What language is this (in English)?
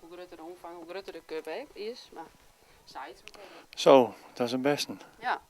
Western Frisian